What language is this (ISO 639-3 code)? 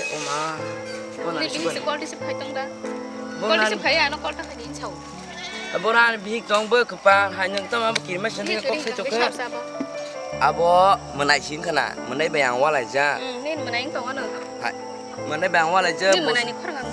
trp